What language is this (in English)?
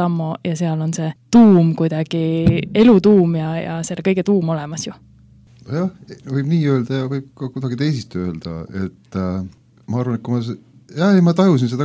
Estonian